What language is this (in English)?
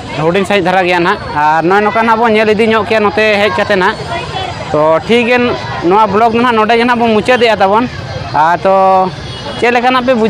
Santali